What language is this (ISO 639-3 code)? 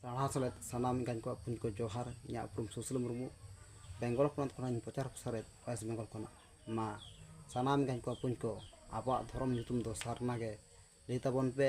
sat